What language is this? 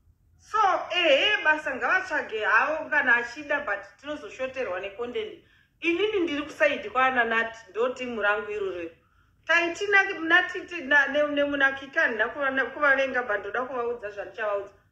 Shona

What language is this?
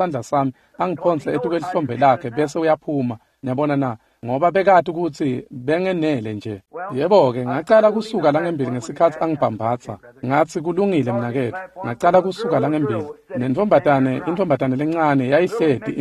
Swati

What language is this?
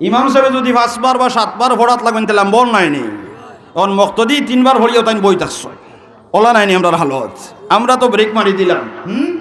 Sylheti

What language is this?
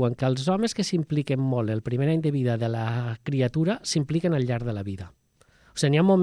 Catalan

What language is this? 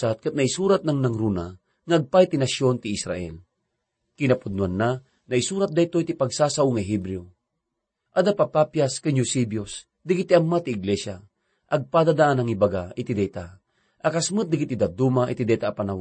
Iloko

